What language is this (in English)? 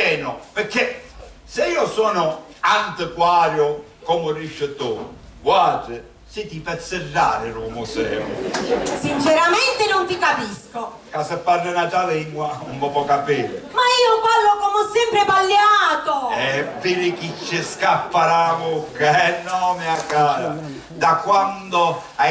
Sicilian